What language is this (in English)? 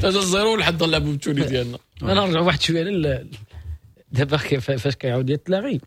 Moroccan Arabic